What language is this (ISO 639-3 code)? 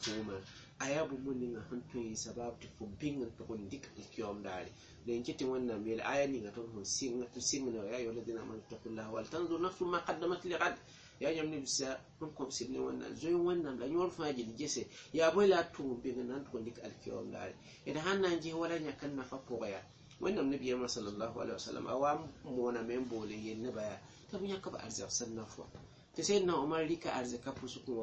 mos